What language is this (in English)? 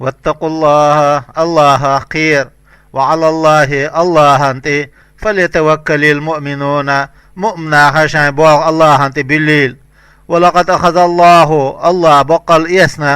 Chechen